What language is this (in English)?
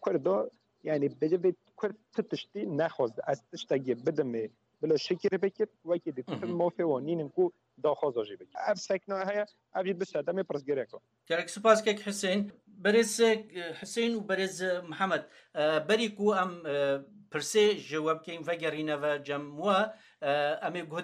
Kurdish